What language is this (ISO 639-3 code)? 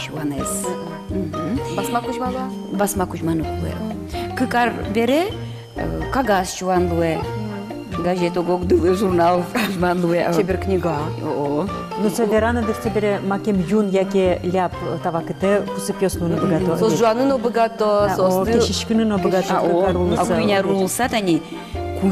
udm